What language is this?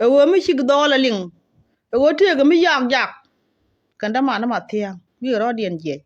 Nuer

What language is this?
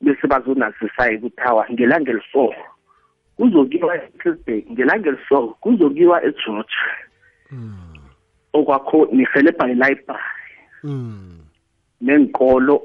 South Ndebele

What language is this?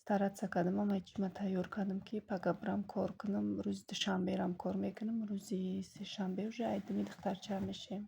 Tajik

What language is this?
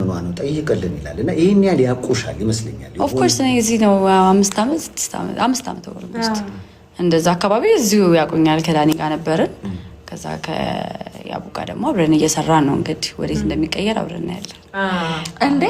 Amharic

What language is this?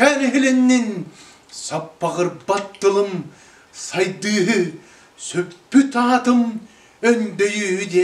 Yakut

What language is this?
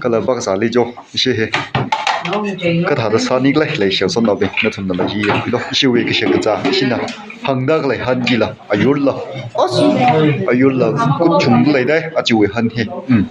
Tangkhul Naga (India)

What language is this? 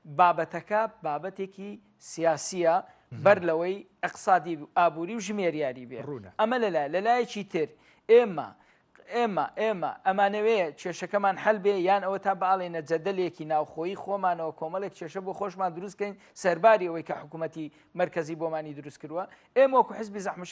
Central Kurdish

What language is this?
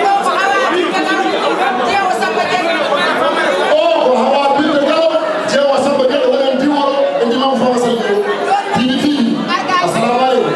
Fula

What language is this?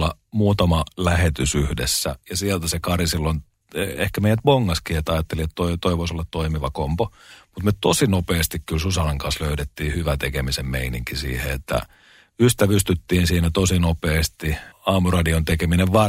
Finnish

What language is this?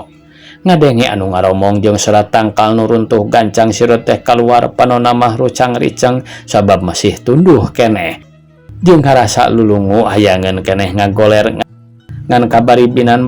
Sundanese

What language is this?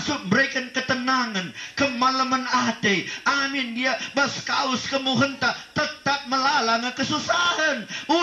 Batak Karo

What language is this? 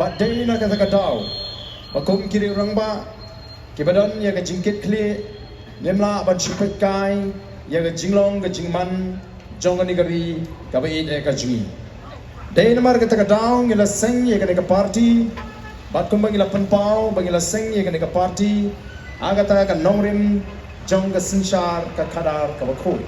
Khasi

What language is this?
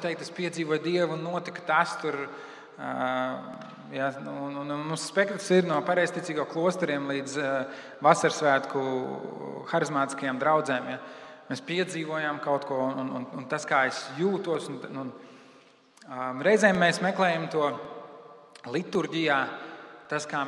Latvian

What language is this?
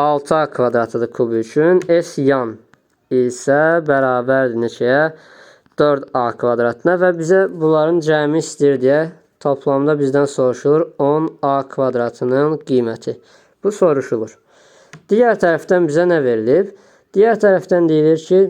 Azerbaijani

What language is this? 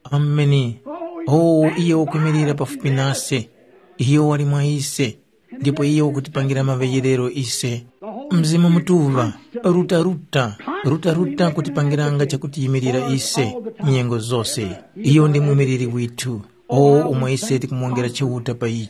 Tumbuka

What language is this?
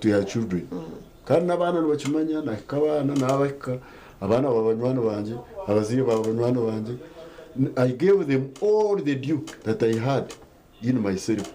Nyankole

